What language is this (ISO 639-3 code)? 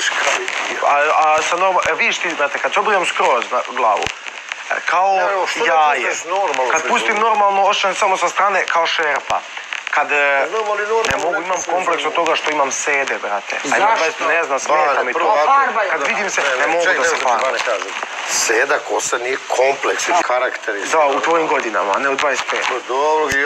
srp